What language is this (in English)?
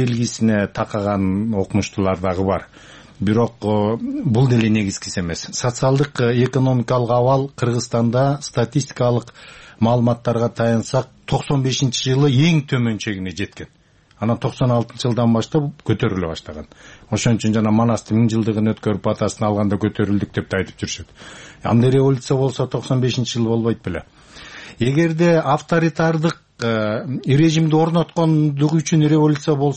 Kyrgyz